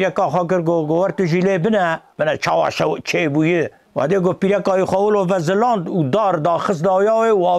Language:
Kurdish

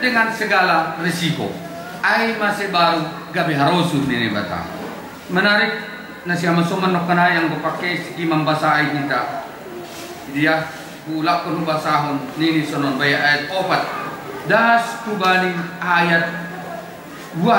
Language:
Batak Simalungun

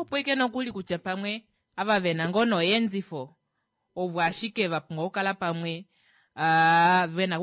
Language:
Kuanyama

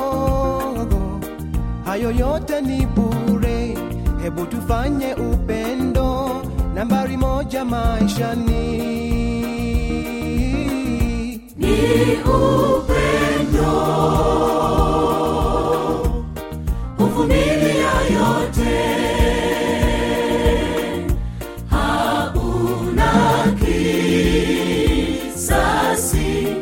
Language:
Swahili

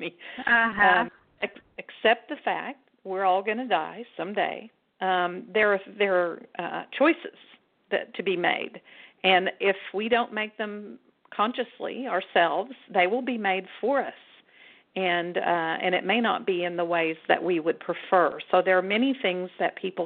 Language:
English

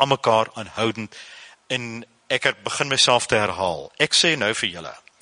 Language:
Afrikaans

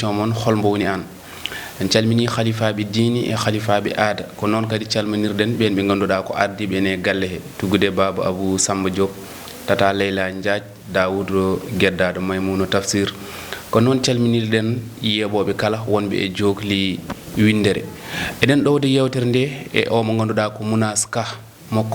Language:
Fula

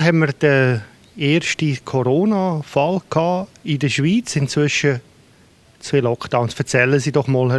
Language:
Swiss German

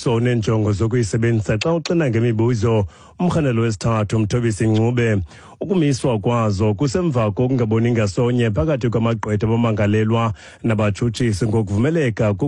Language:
Xhosa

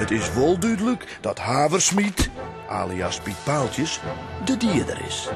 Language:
Western Frisian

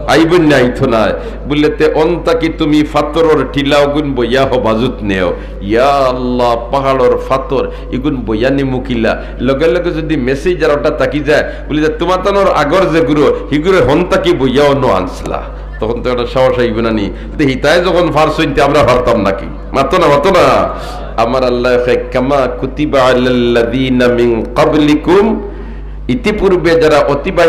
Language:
Sylheti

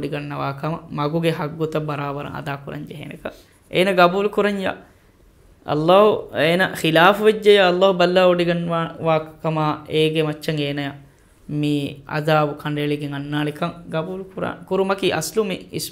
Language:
Divehi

